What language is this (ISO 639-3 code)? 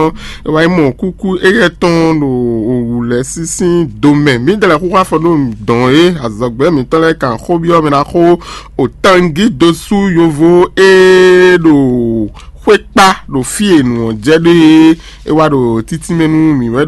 fon